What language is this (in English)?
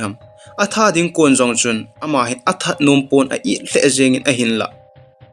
Thado Chin